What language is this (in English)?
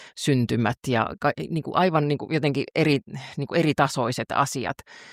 Finnish